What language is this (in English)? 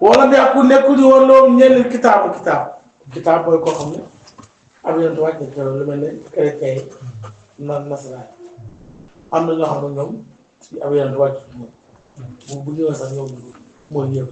Wolof